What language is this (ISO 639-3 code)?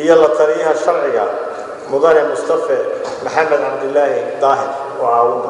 som